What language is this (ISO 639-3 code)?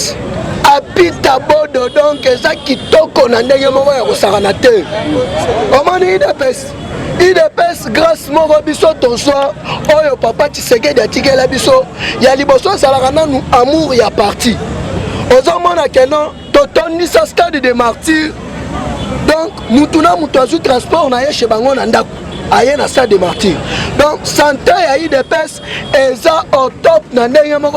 lin